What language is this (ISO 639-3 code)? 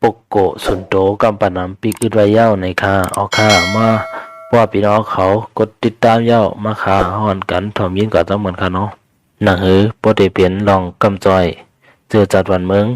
shn